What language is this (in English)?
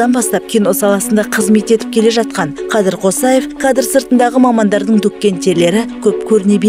Kazakh